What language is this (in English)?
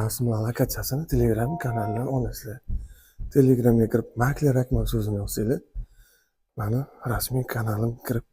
Uzbek